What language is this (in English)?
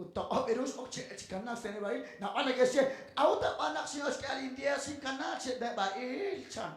Kekchí